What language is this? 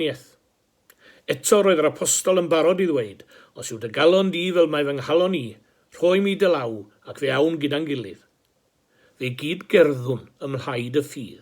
Welsh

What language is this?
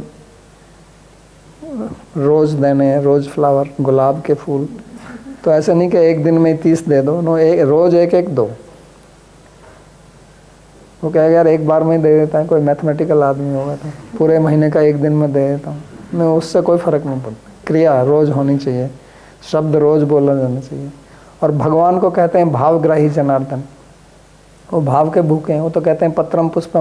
Hindi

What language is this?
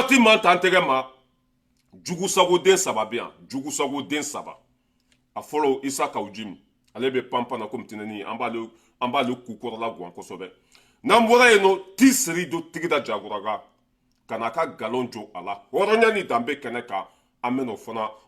Bambara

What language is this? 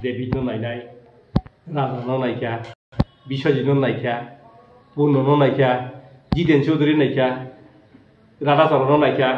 Kok Borok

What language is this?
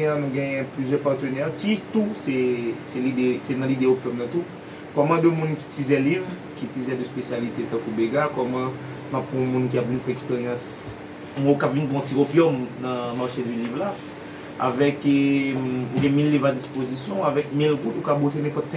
Haitian Creole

